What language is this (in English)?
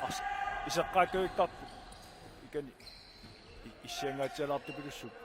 Kalaallisut